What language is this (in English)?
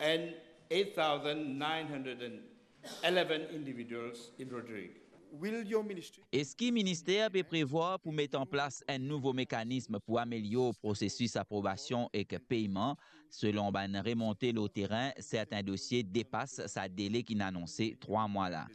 Morisyen